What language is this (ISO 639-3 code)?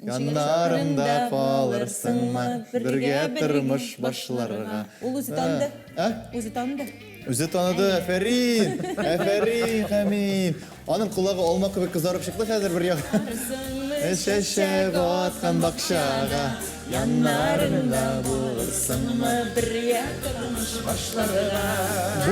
tat